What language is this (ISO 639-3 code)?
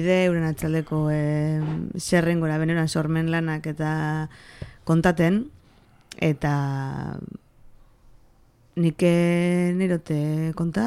eus